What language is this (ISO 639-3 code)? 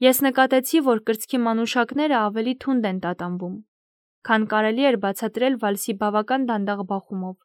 hye